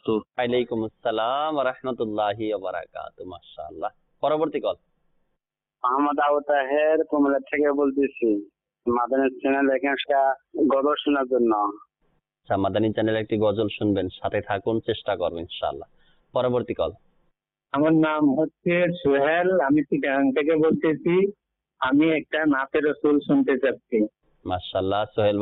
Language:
Bangla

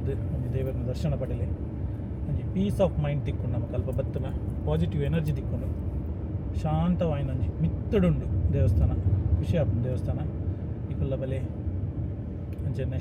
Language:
Tulu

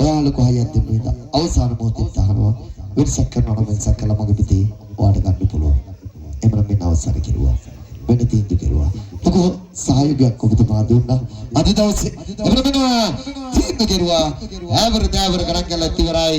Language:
Sinhala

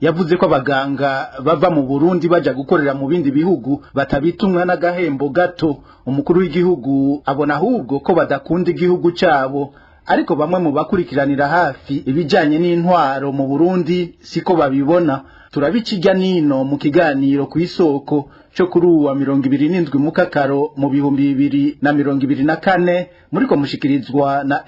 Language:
Rundi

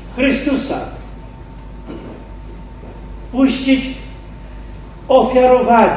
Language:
Polish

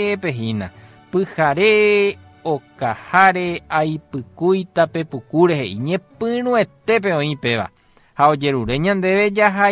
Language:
Guarani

